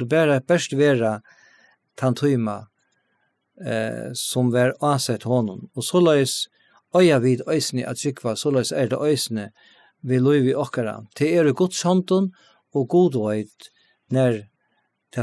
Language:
Faroese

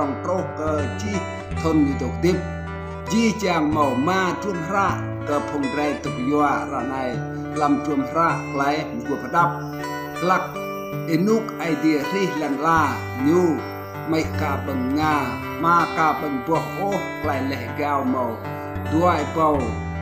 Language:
Rade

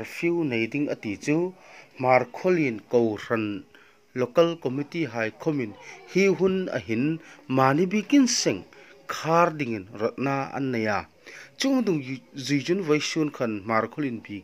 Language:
Hmar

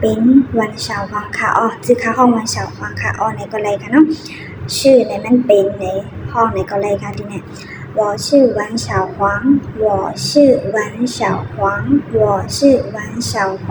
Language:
Shan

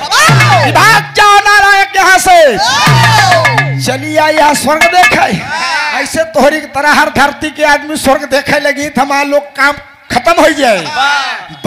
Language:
Bhojpuri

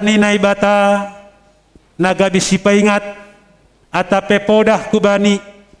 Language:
Batak Simalungun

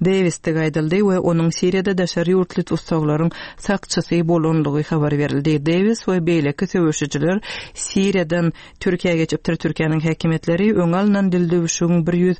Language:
Turkmen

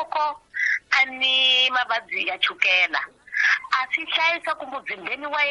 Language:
Tsonga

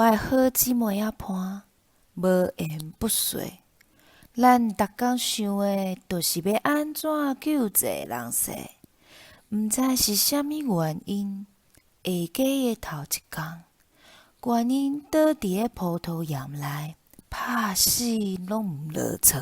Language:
Min Nan Chinese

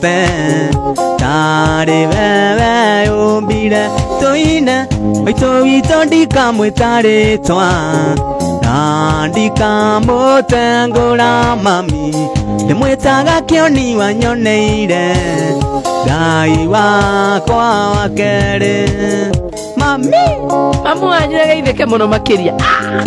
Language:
Kikuyu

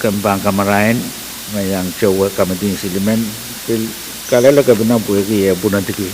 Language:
Pohnpeian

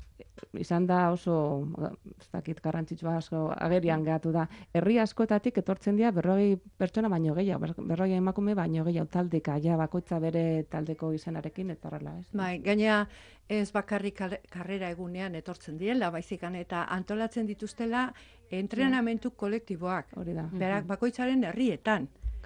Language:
Basque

